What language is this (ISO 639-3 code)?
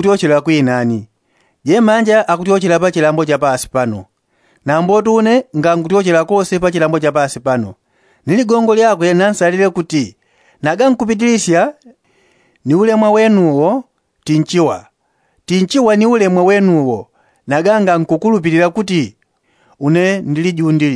yao